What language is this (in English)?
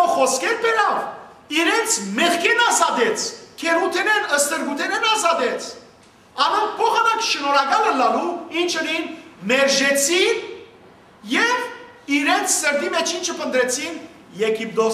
Western Armenian